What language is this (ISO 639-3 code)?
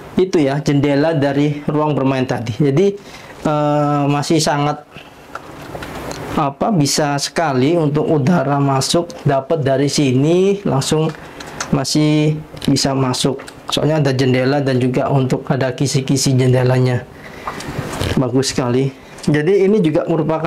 ind